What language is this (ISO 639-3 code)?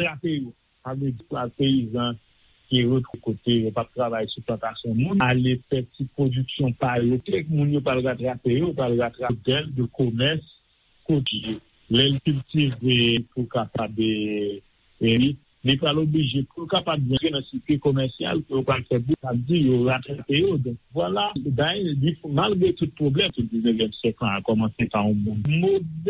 hat